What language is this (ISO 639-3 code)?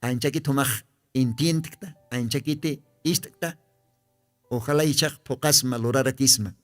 aym